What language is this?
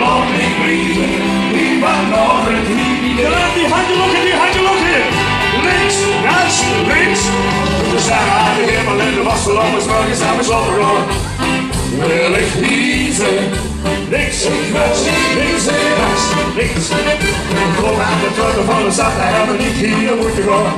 Limburgish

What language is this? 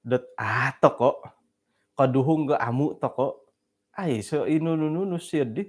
Central Dusun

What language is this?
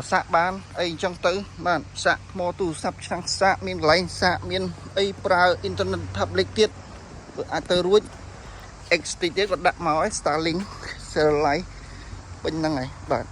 Khmer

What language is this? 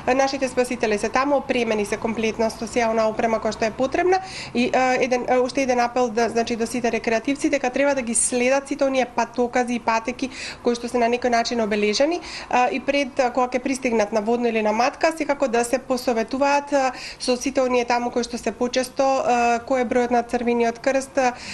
Macedonian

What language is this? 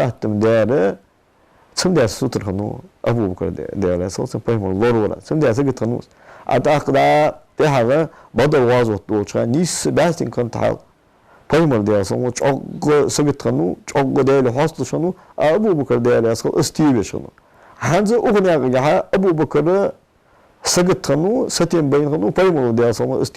Ingush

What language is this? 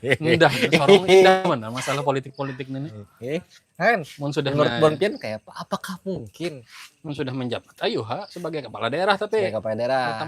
Banjar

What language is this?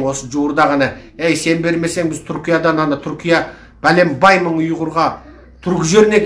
Kazakh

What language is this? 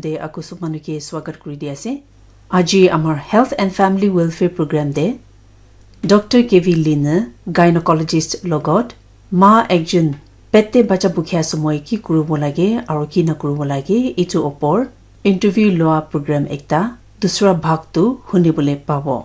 Naga Pidgin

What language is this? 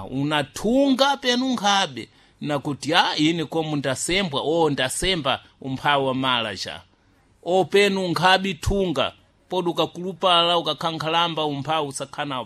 Sena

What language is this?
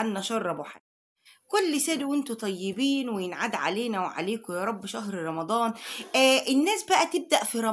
Egyptian Arabic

